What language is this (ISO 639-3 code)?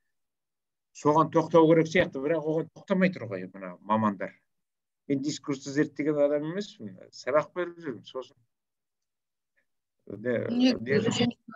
kaz